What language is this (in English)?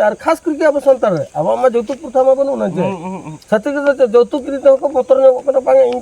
Santali